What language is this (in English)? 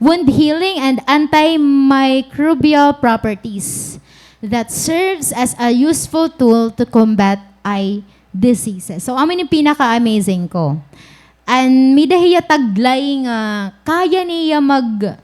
Waray